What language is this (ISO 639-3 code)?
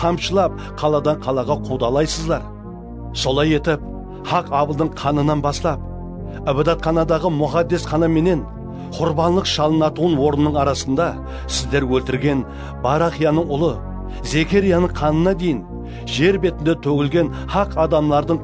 kaa